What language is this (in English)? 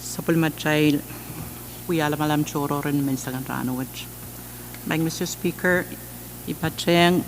Pohnpeian